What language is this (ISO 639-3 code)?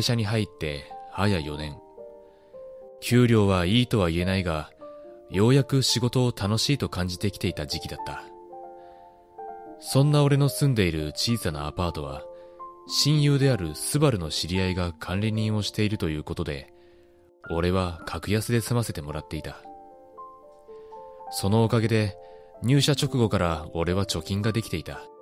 jpn